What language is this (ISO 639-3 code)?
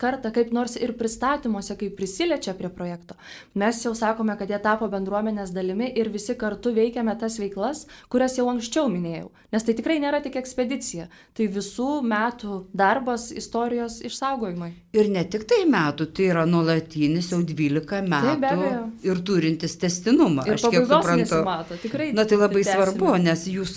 lit